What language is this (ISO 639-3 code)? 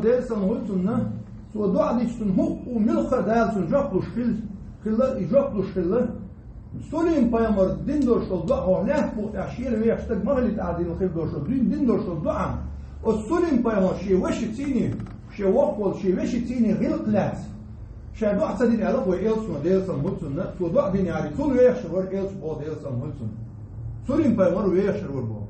che